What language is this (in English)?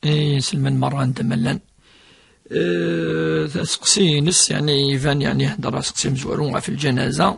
Kabyle